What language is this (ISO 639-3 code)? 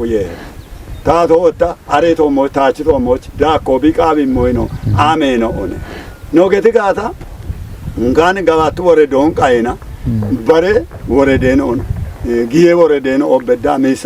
kbr